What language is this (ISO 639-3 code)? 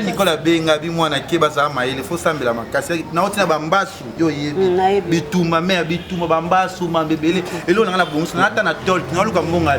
lin